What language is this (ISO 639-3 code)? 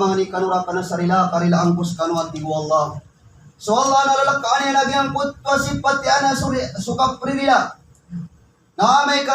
mrw